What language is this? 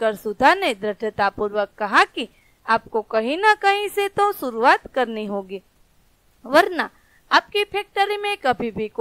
Hindi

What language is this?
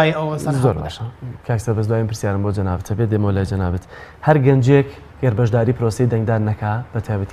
Central Kurdish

